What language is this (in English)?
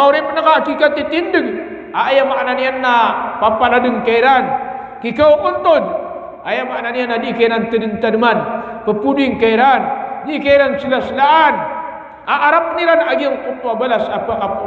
Maranao